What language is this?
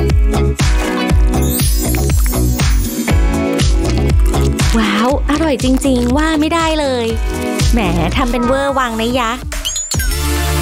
Thai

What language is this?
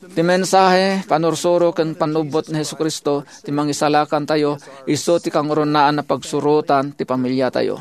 Iloko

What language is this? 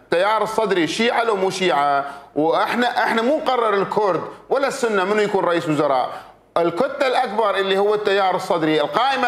Mesopotamian Arabic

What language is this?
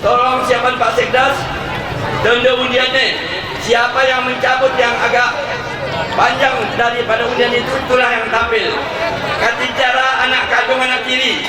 Gayo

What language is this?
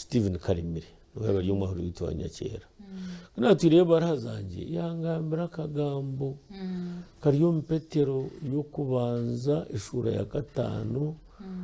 Nyankole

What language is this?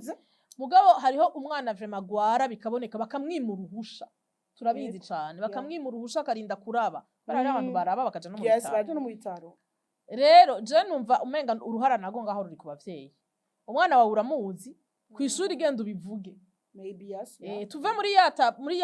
Rundi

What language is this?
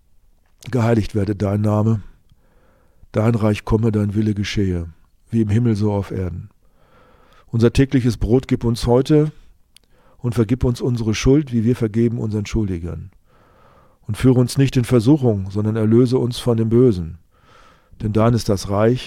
German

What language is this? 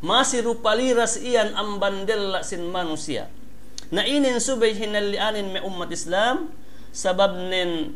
Yakan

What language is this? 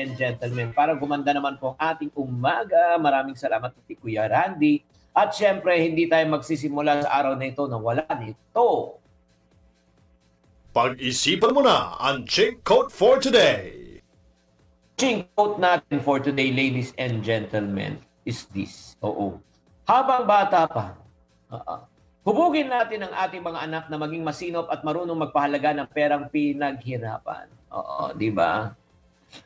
Filipino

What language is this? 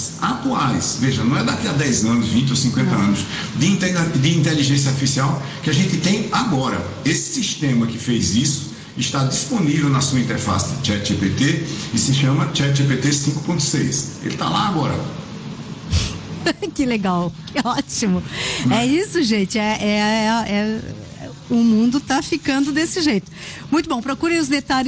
Portuguese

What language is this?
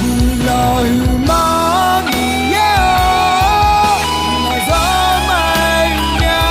Akha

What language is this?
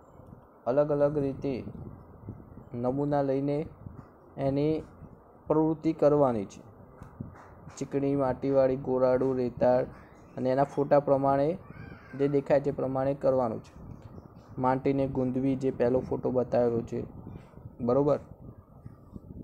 Gujarati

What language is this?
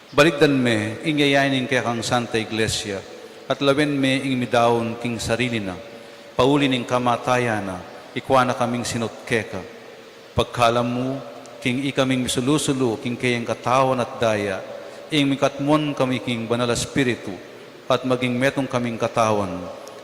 Pampanga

